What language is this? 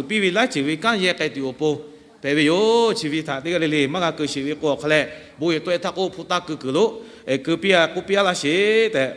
Lahu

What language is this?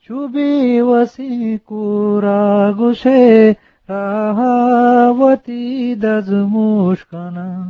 Eastern Balochi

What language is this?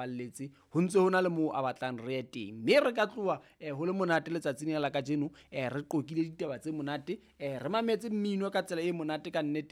Southern Sotho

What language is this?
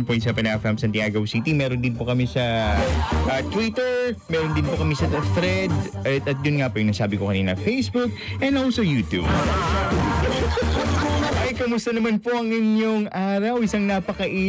Filipino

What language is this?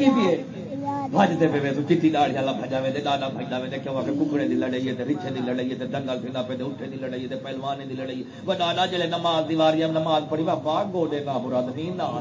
Saraiki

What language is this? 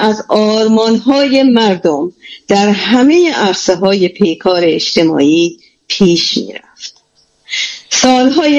Persian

